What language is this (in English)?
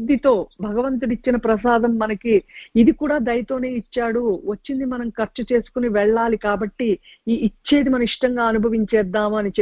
Telugu